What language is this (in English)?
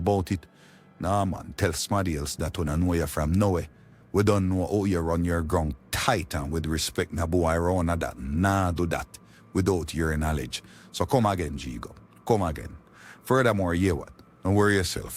Jamaican Creole English